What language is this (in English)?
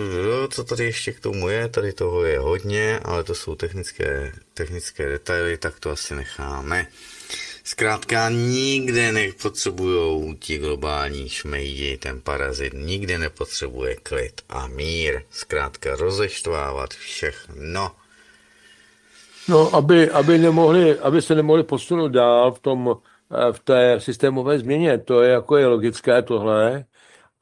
Czech